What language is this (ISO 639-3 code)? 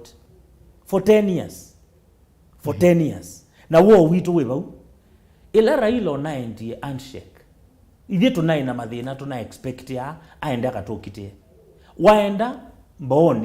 kam